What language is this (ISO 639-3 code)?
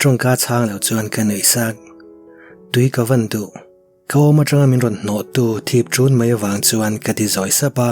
lus